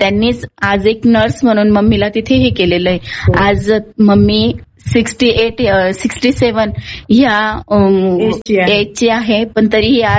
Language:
Marathi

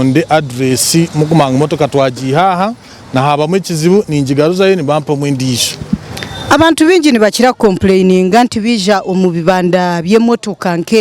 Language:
Nyankole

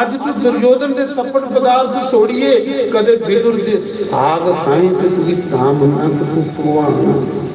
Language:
Dogri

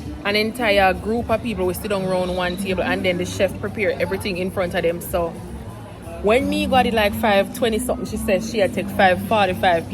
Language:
Jamaican Creole English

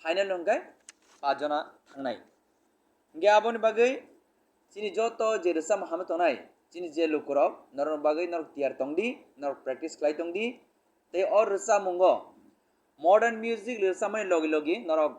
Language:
Kok Borok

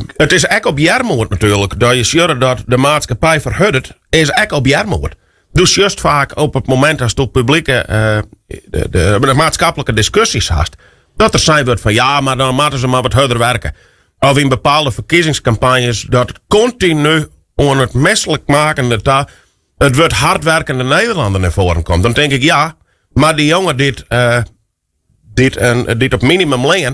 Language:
Western Frisian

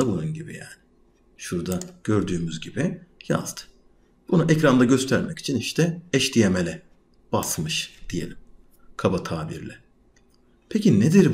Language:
Turkish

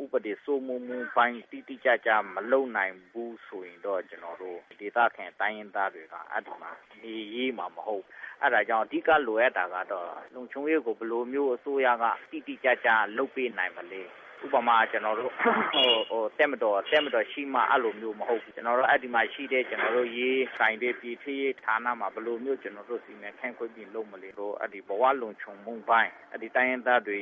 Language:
Burmese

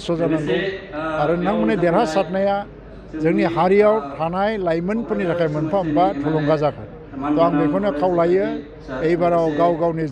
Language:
Bodo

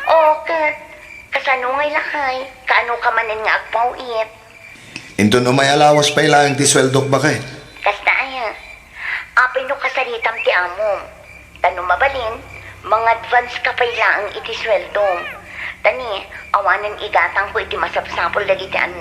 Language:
Iloko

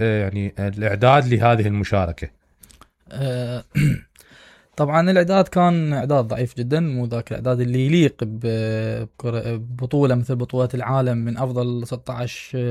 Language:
Mesopotamian Arabic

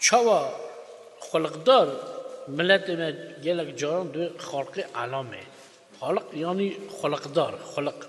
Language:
Kurdish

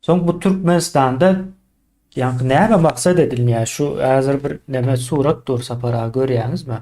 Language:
Turkmen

